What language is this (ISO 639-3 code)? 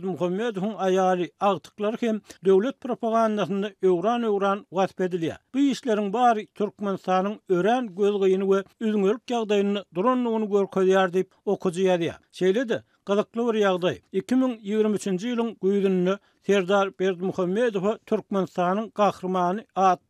tuk